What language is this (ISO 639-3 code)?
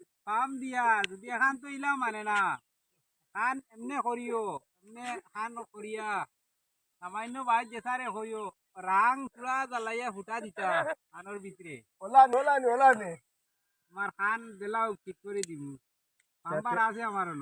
syl